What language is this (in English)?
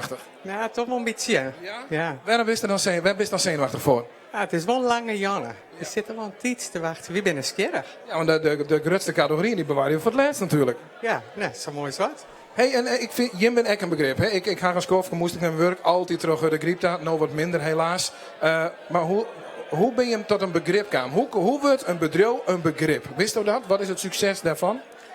Western Frisian